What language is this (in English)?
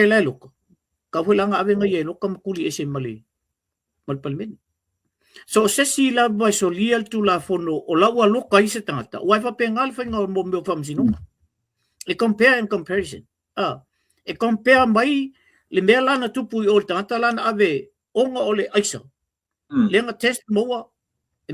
Samoan